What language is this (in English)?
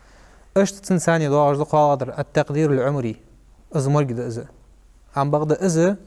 Ingush